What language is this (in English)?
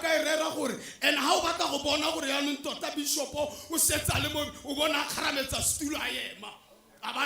Tswana